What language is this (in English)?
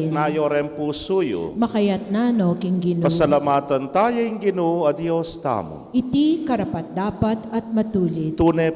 Pampanga